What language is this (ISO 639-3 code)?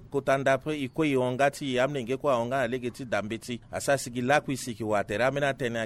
sag